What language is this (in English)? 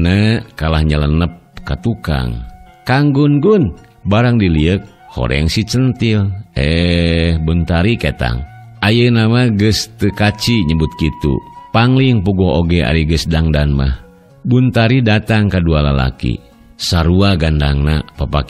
Sundanese